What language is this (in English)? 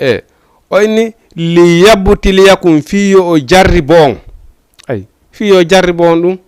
Fula